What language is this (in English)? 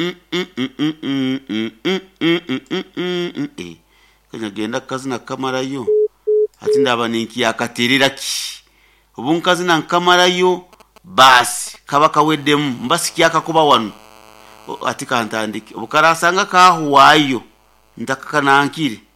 Nyoro